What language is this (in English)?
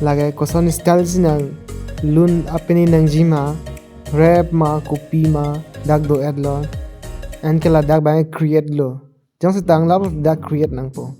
Karbi